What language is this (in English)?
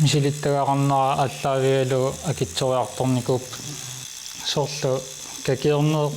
Kalaallisut